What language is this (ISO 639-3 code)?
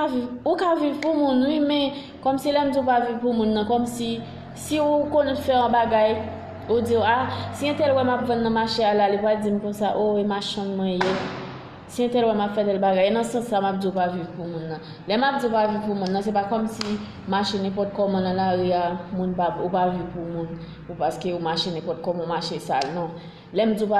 hat